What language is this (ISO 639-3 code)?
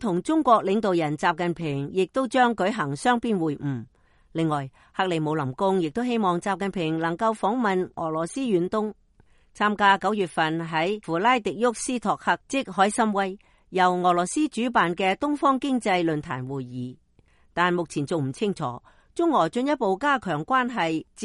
yue